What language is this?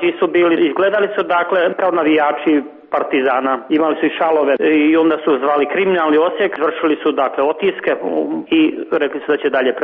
Serbian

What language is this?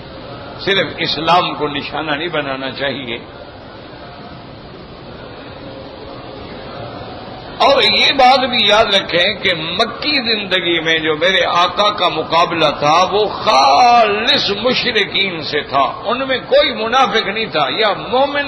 Urdu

